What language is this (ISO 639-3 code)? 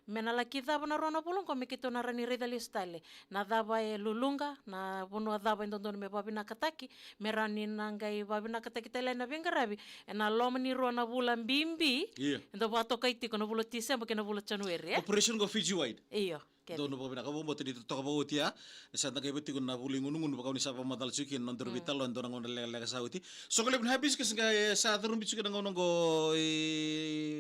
fij